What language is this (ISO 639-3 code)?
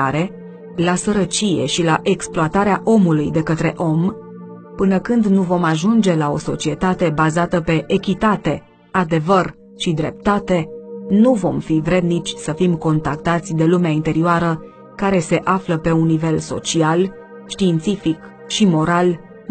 ron